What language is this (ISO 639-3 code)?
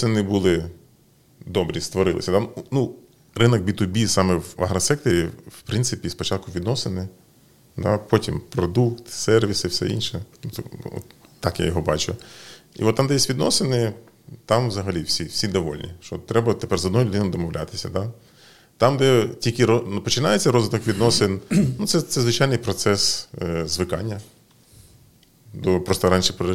ukr